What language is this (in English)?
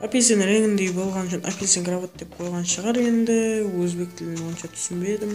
Kara-Kalpak